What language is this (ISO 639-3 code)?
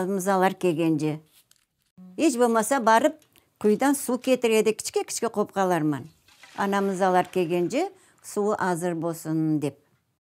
crh